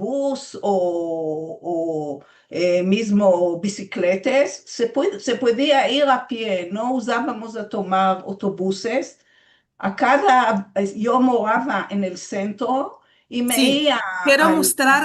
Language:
Ladino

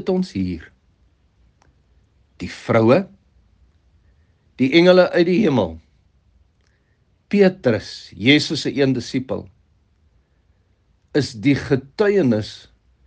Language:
Afrikaans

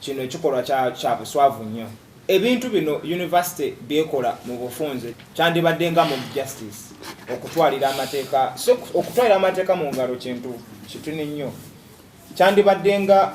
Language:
Ganda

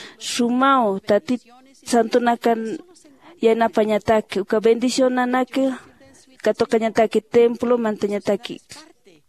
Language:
Aymara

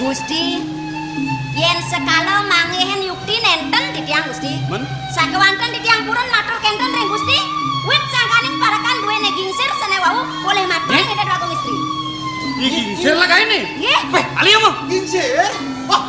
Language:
Balinese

